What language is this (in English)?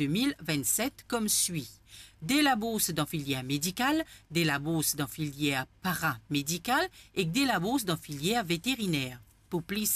Morisyen